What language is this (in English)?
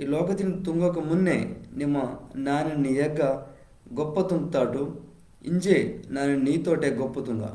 Koya